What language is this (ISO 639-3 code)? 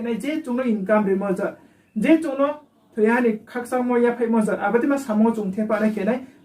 ria